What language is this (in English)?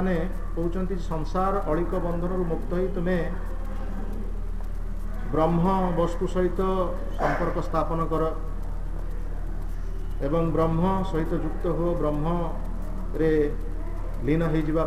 Odia